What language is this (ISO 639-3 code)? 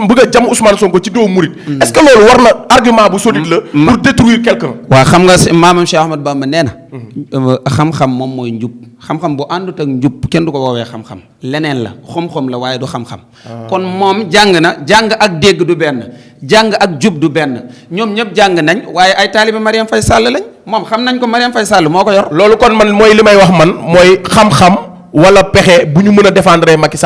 wol